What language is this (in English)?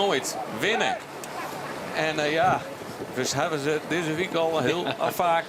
Western Frisian